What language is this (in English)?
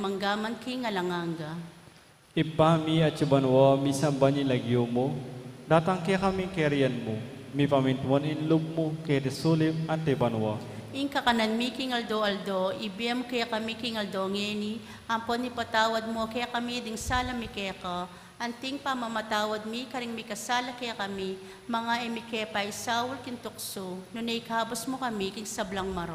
Pampanga